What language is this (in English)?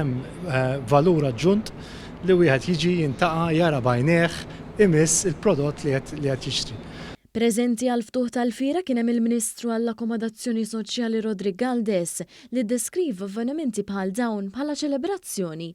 Maltese